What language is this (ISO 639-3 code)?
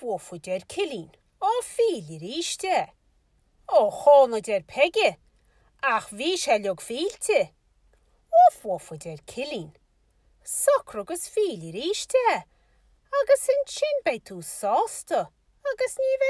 gle